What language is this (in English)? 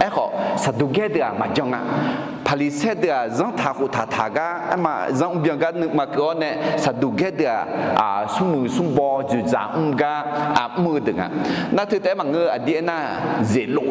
Akha